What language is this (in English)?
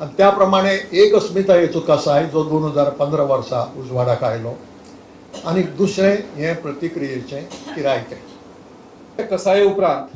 Konkani